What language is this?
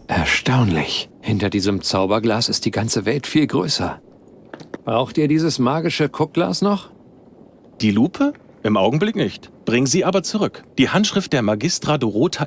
Bavarian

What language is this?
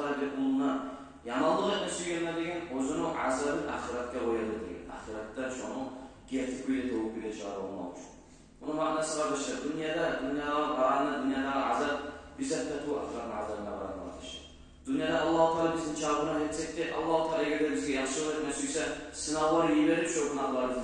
Kumyk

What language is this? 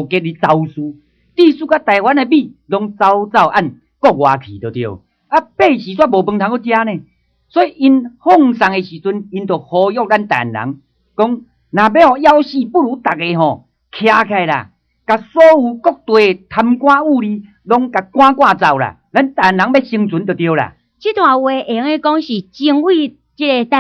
Min Nan Chinese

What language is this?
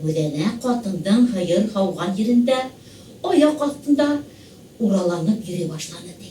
Bashkir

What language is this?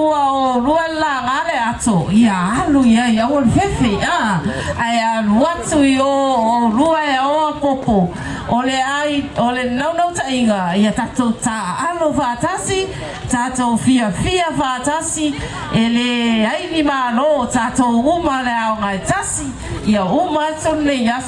Samoan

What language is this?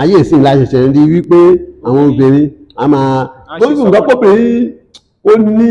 Yoruba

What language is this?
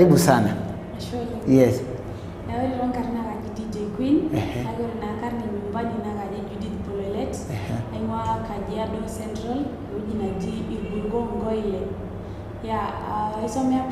Masai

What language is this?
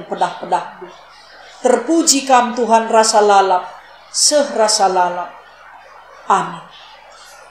Batak Karo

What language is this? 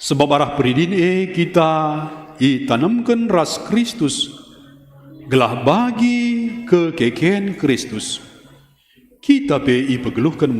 Batak Karo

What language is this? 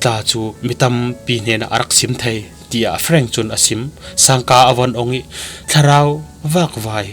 Falam Chin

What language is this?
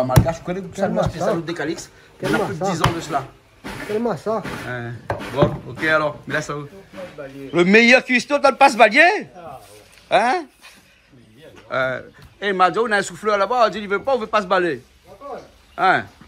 Réunion Creole French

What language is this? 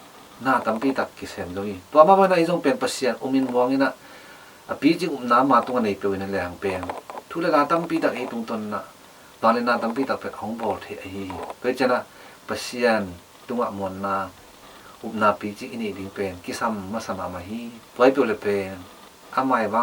Tedim Chin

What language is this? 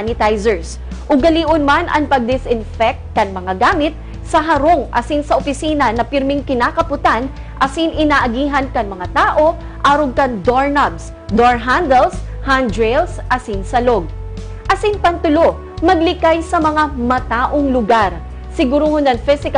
Bikol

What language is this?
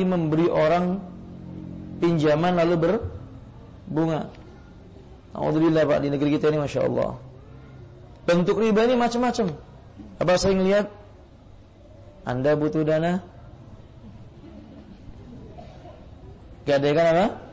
Indonesian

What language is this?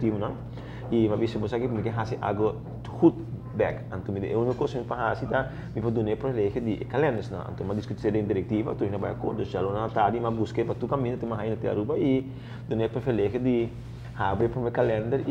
Papiamento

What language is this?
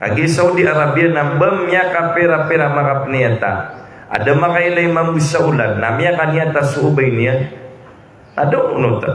Maranao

